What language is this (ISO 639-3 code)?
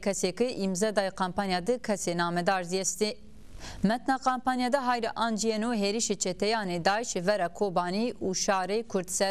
zza